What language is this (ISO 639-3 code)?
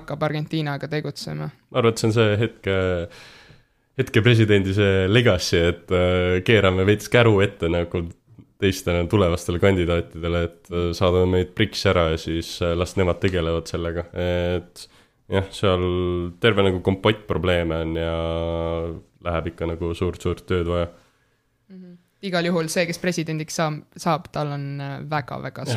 est